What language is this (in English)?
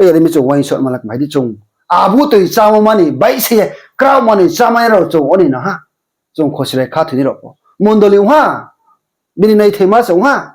Riang (India)